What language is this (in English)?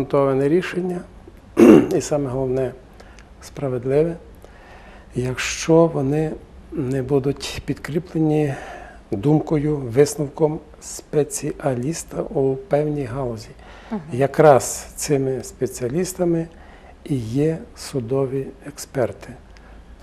Ukrainian